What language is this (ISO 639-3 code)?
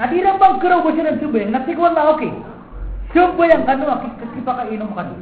mrw